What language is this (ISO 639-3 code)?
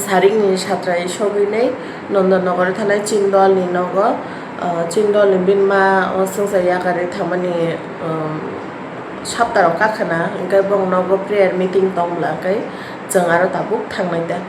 trp